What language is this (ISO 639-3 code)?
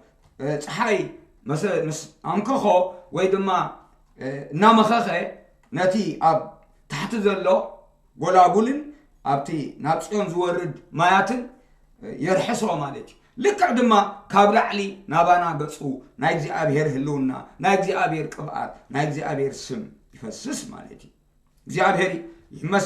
tir